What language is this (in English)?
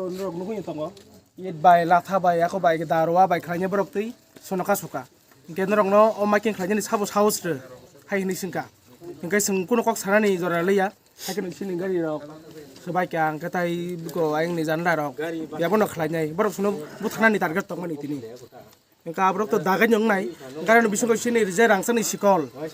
Kok Borok